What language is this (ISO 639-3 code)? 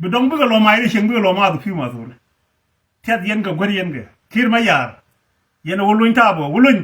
nus